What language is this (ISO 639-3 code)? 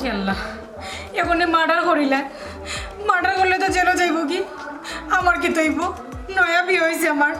syl